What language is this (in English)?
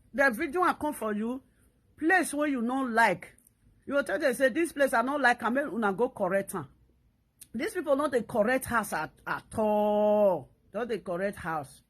Nigerian Pidgin